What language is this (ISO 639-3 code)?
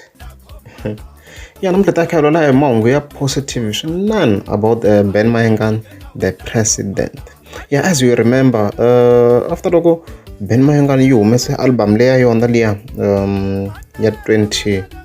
tso